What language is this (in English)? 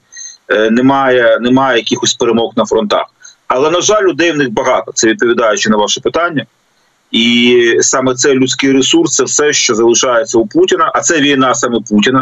Ukrainian